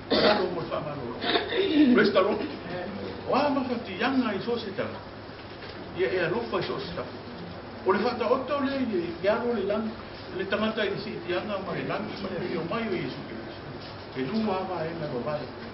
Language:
Samoan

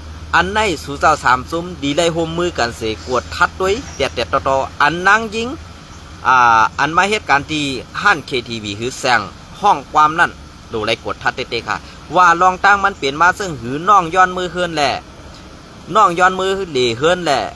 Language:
Shan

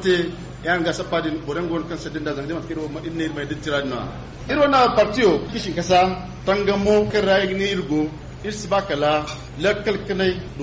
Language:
Zarma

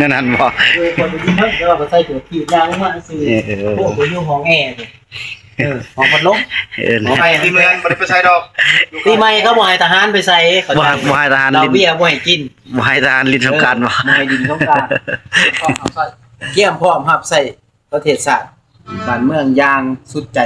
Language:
Northeastern Thai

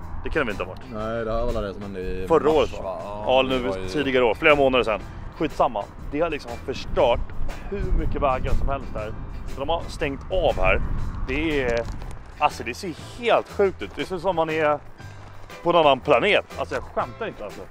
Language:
Swedish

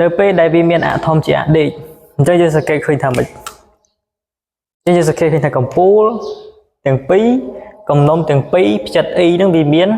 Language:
Khmer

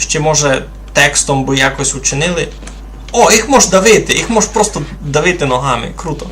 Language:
Rusyn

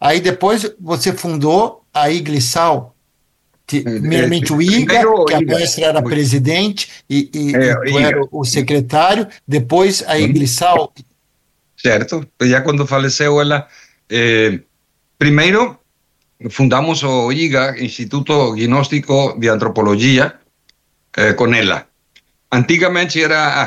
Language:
Portuguese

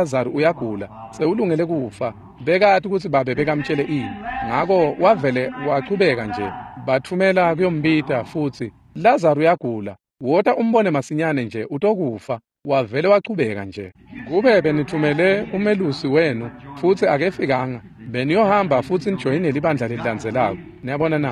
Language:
Swati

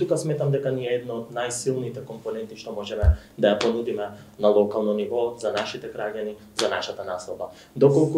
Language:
Macedonian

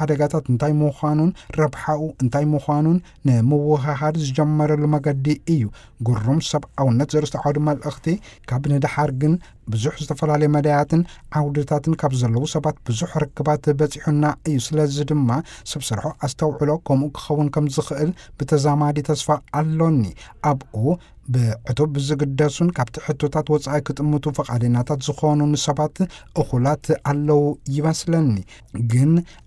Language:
Tigrinya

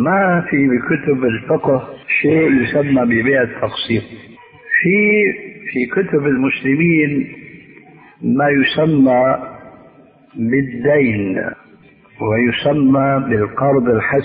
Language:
Arabic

